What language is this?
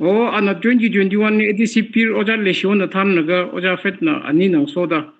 Tangkhul Naga (India)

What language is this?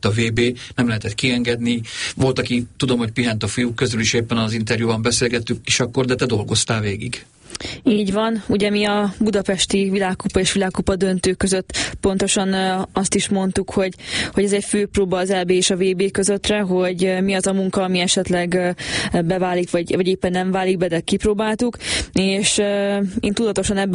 Hungarian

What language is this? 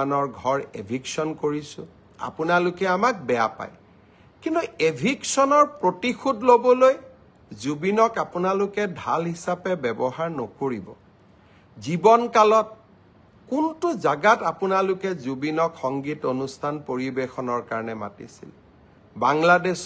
Assamese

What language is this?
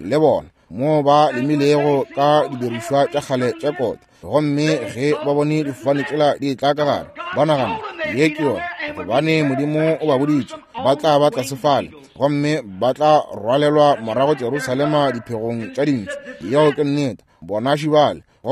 Northern Sotho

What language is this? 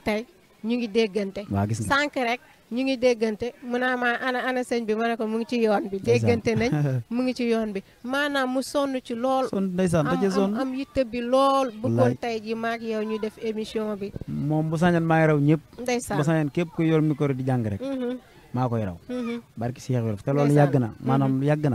Wolof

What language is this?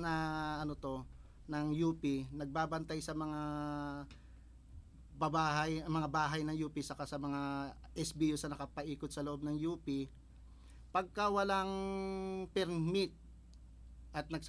Filipino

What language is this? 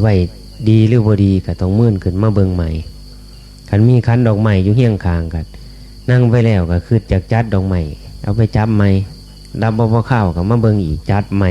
Northeastern Thai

